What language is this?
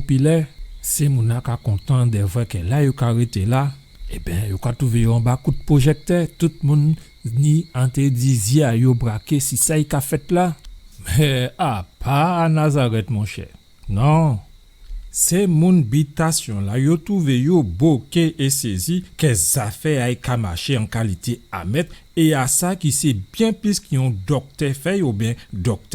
Guadeloupean Creole French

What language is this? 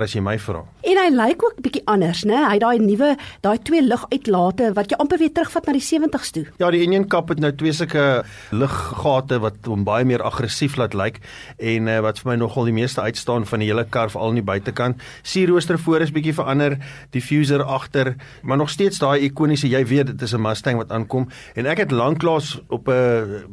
Afrikaans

